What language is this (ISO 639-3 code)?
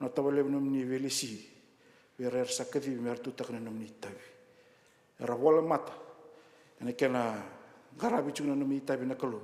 fij